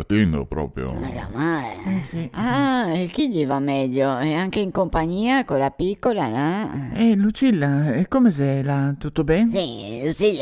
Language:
Venetian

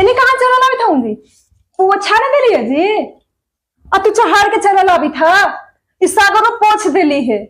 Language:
Magahi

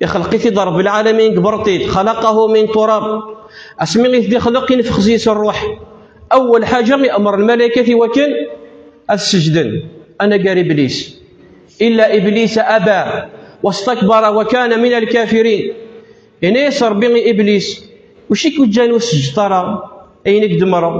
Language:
Kabyle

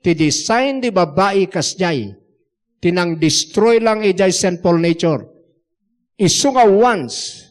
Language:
Iloko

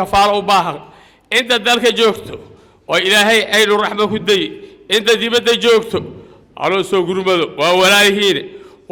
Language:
Somali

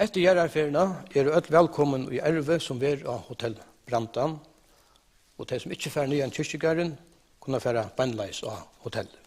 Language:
Faroese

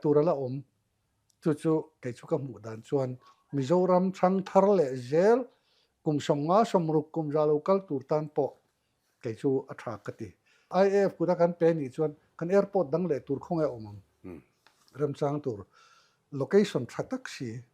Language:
Mizo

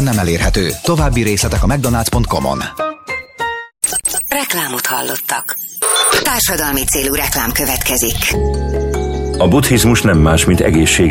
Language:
Hungarian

